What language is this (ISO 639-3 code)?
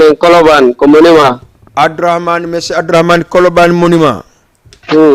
ful